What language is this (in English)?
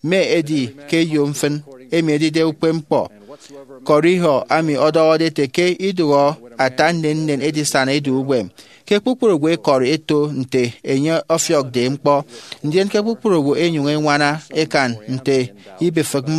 Efik